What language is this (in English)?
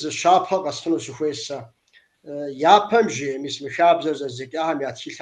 Kabardian